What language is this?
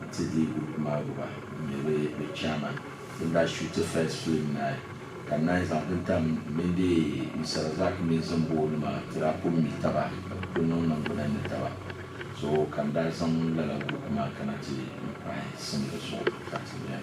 Dagbani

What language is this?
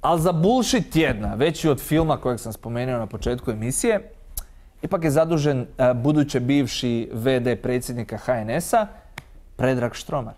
Croatian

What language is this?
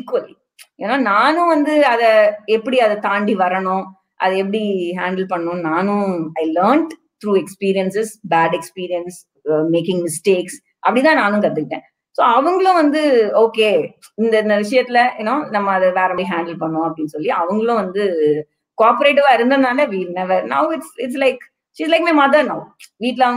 Tamil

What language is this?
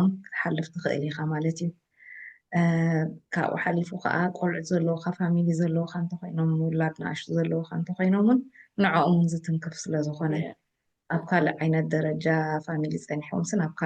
Tigrinya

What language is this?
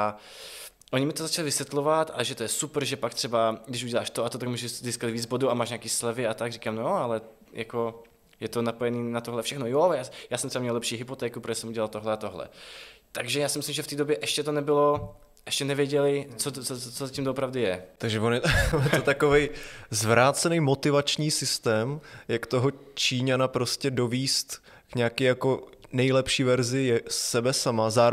Czech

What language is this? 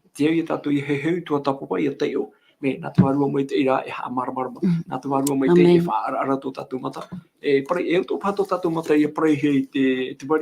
Tahitian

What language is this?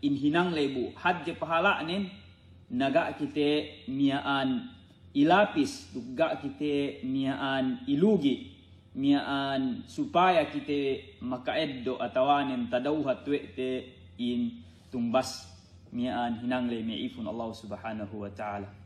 Yakan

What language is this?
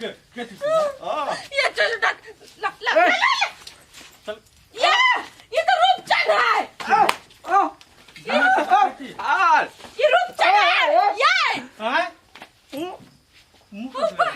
Maithili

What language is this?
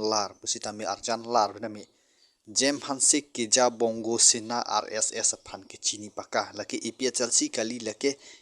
Karbi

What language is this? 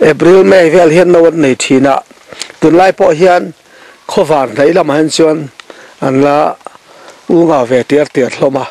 Mizo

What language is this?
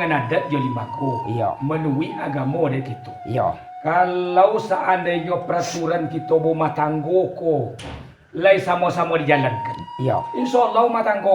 Minangkabau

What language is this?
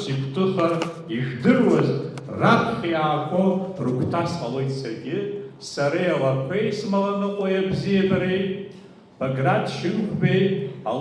Abkhazian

